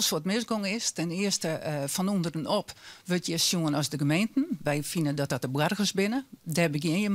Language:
Western Frisian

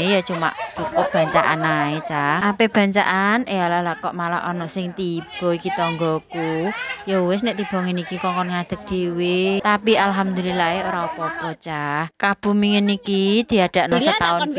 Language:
Javanese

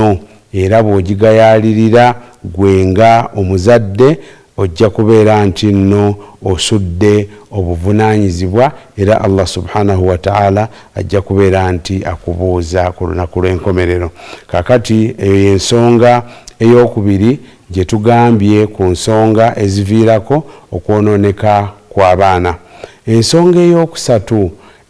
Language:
Ganda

